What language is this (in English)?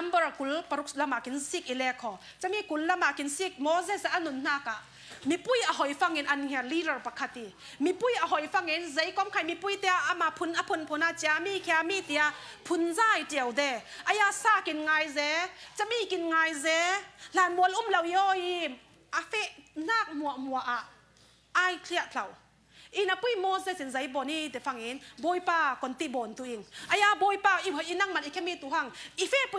Falam Chin